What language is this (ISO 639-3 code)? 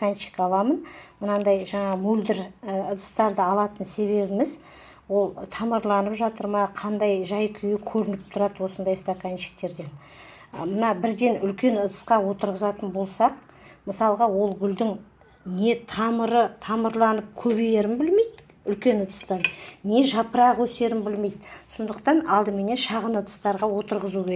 kaz